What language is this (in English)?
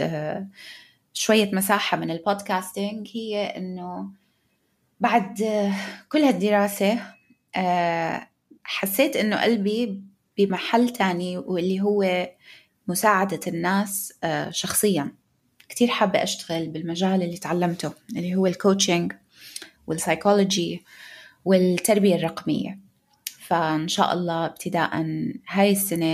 North Levantine Arabic